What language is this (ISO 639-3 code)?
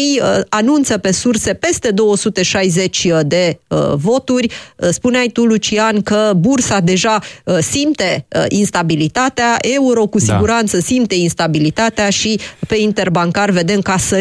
ron